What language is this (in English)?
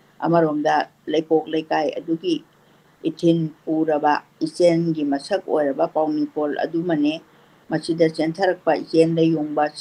Manipuri